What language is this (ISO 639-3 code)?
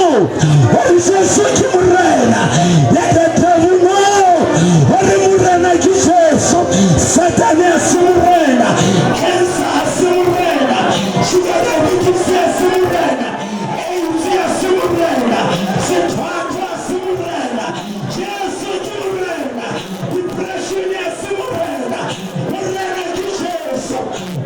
sot